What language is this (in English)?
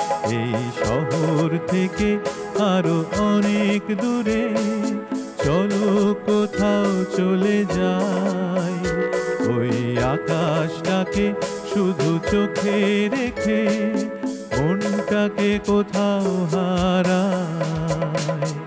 Bangla